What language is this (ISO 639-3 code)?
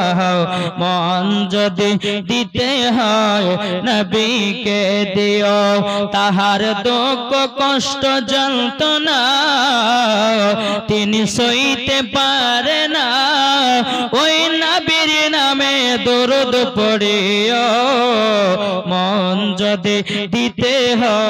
ben